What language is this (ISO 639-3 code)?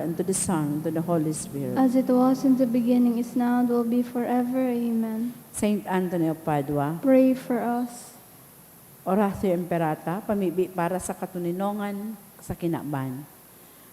bik